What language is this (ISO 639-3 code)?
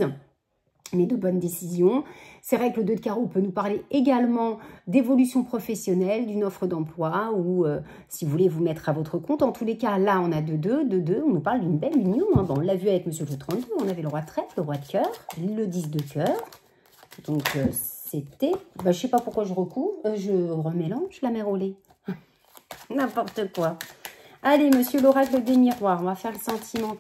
fra